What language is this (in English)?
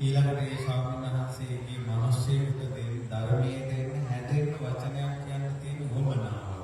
Sinhala